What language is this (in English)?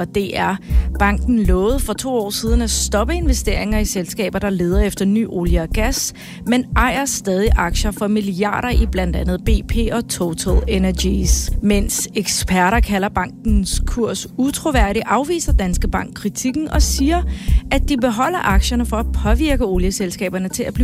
Danish